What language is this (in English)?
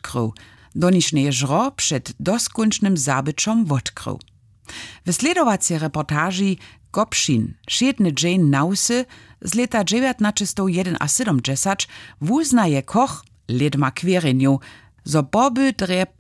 Upper Sorbian